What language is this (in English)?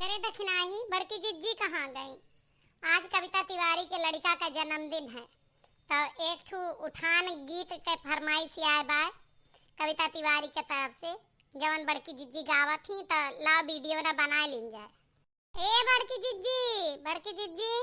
Awadhi